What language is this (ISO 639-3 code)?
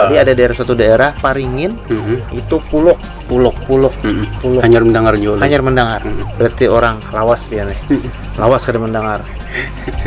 bjn